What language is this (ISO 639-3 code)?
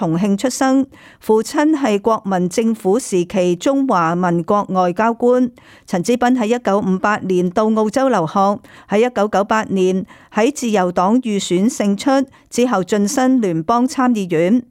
yue